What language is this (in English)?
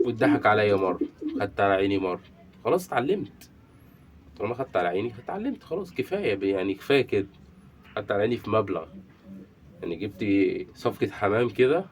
Egyptian Arabic